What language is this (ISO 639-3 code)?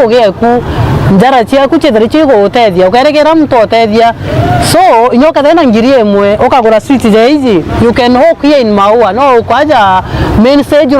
mer